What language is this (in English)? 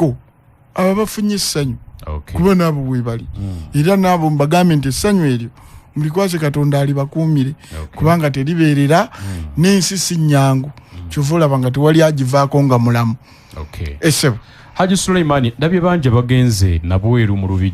Ganda